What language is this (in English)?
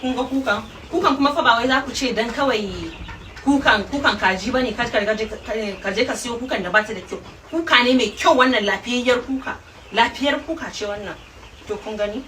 Hausa